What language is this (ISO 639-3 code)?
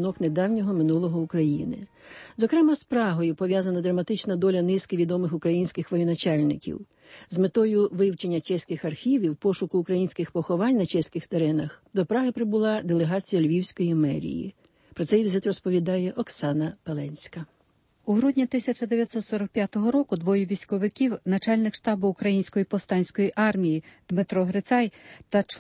ukr